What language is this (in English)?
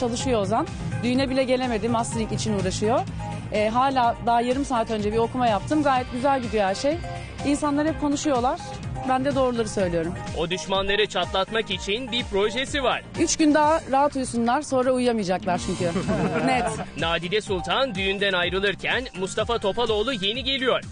Turkish